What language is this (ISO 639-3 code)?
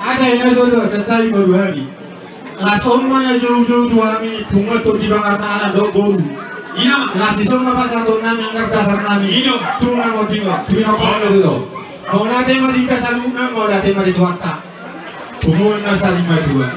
bbc